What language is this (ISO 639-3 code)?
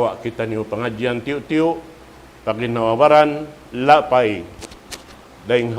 tsg